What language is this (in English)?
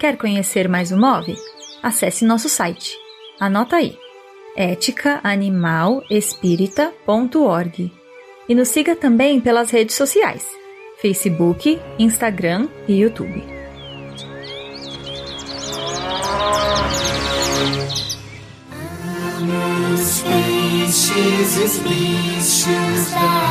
Portuguese